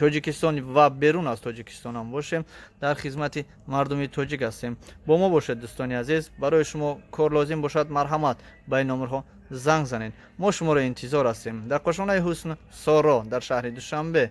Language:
Tajik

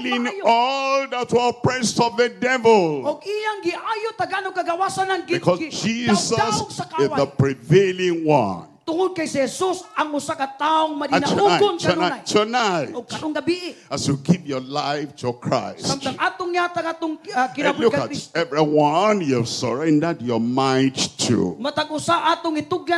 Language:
Cebuano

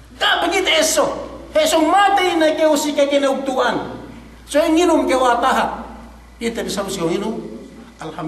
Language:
Yakan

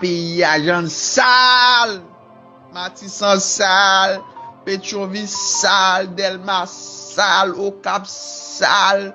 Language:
Haitian Creole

